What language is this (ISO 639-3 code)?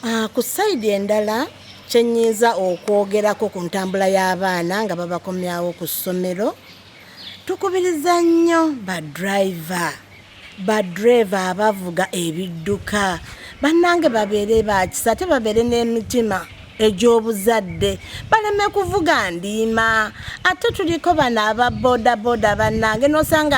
lug